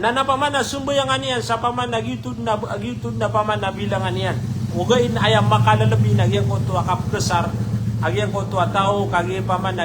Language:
Maranao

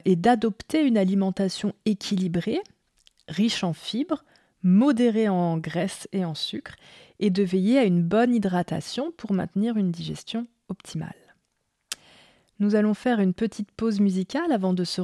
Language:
French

